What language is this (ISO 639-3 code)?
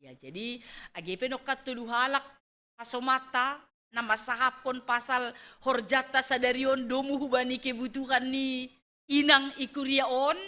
bts